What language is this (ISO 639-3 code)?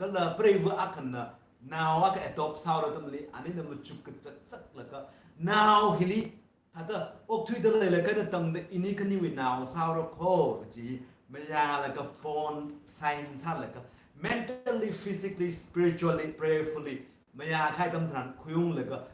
nmf